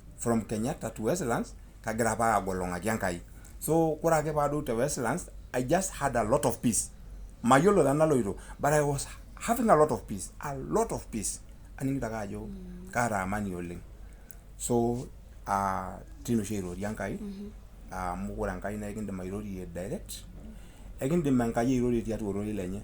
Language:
Masai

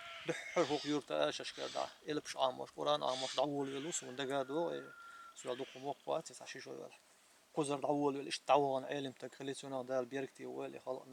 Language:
Chechen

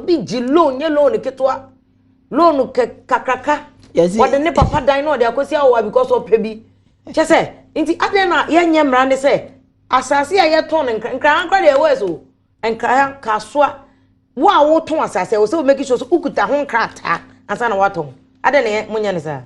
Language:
Akan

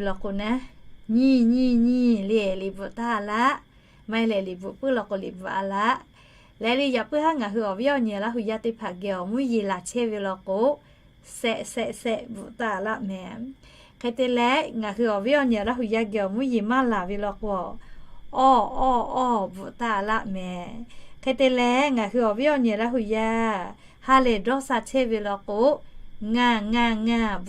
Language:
Lahu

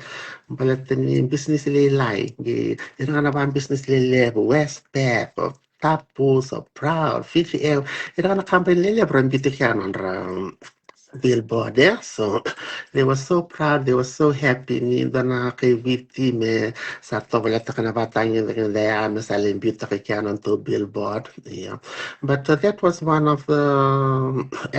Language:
Fijian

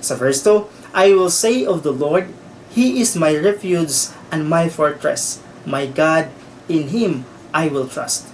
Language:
Cebuano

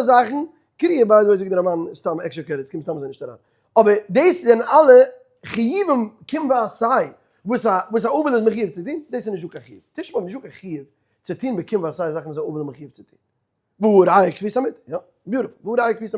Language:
Yiddish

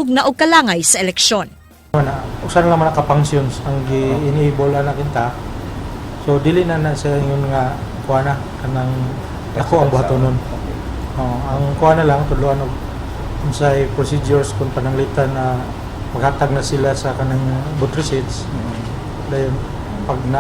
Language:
Cebuano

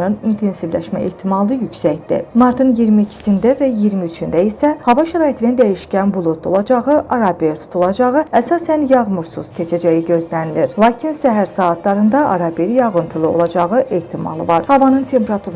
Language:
Azerbaijani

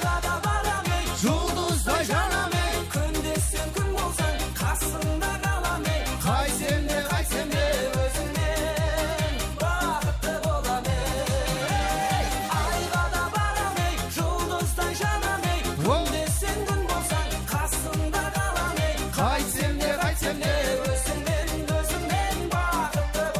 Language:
Kara-Kalpak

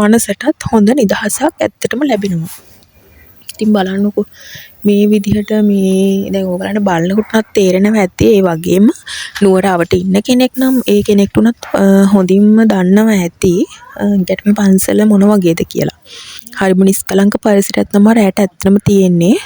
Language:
Sinhala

